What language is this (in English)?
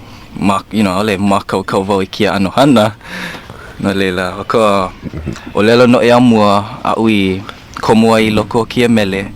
Hawaiian